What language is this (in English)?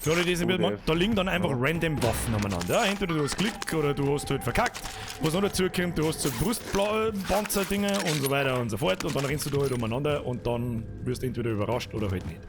Bavarian